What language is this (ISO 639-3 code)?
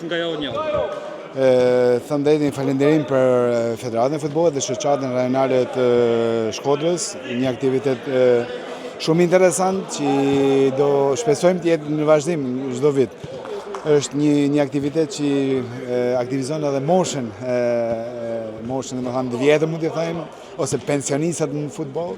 sqi